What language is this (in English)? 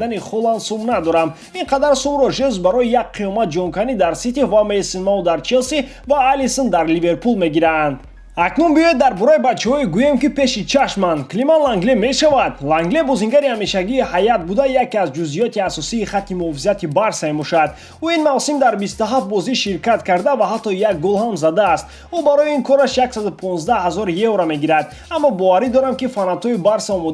Tajik